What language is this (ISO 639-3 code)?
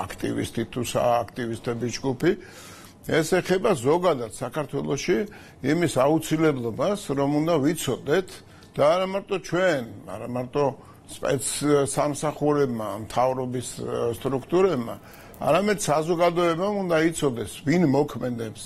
kat